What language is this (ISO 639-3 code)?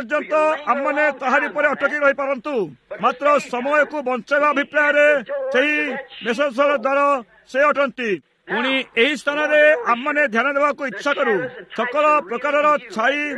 ori